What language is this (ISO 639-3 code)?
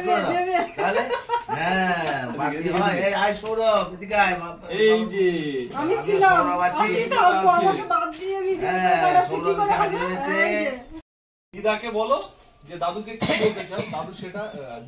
ben